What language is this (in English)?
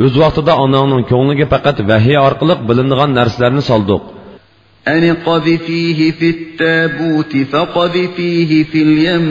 Uyghur